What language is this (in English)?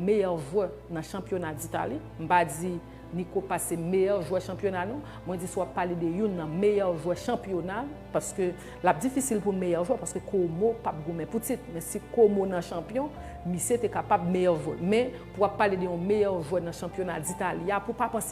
Haitian Creole